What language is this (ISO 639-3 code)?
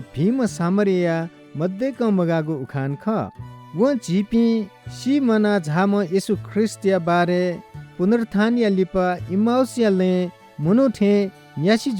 new